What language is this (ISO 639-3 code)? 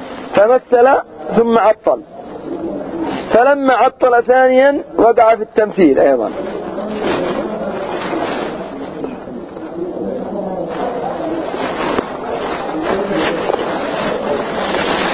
ara